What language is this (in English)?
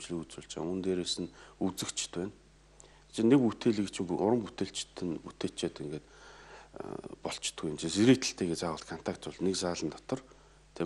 Mongolian